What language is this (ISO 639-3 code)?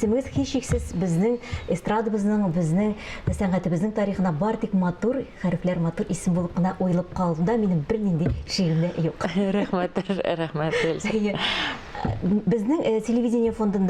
tat